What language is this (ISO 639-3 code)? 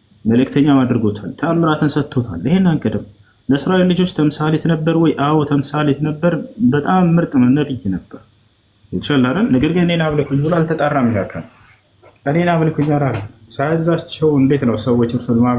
amh